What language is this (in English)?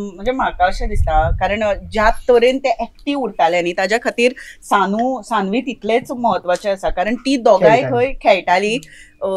Konkani